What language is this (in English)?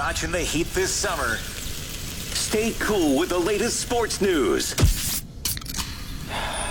English